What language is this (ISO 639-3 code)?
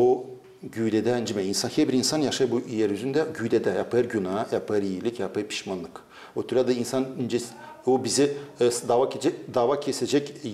gag